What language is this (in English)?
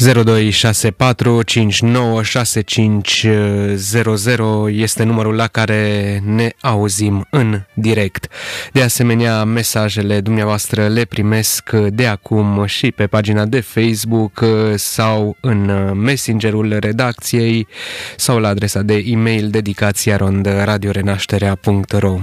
Romanian